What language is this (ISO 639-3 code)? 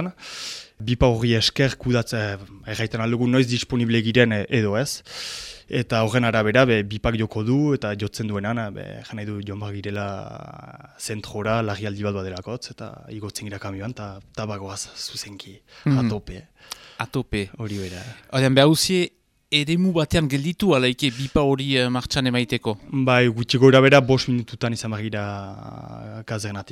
eus